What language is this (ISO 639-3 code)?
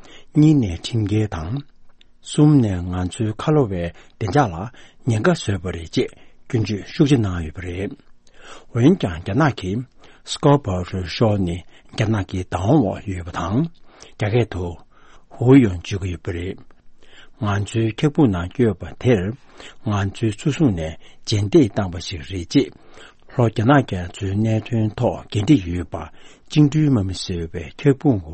bod